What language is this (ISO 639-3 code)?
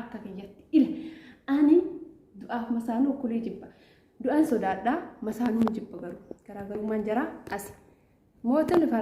orm